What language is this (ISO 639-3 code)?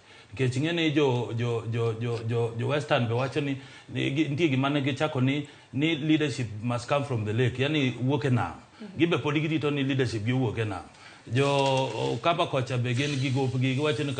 luo